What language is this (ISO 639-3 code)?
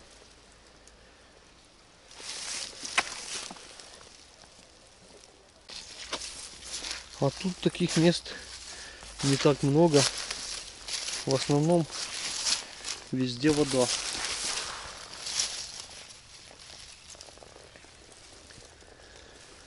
rus